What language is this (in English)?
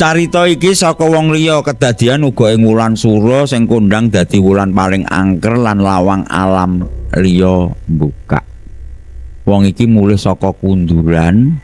Javanese